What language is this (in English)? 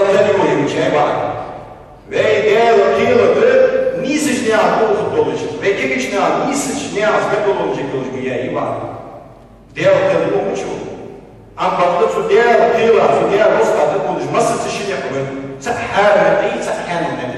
Ingush